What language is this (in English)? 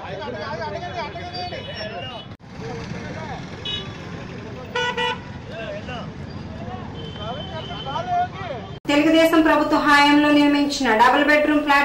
Telugu